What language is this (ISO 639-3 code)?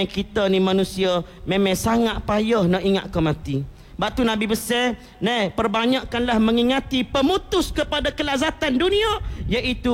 msa